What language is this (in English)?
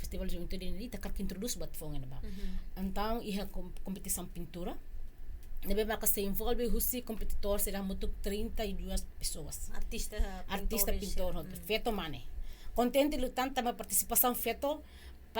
Tetum